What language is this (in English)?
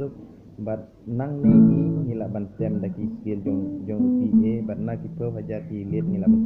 Khasi